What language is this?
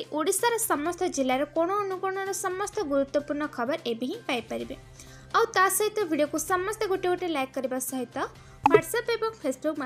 Odia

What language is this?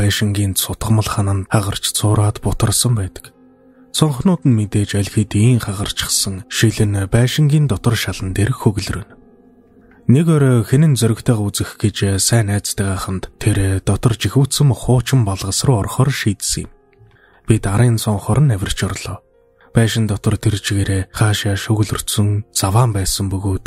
Mongolian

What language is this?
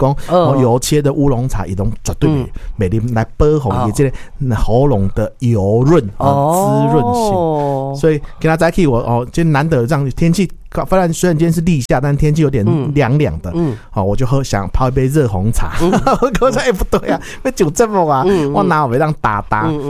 Min Nan Chinese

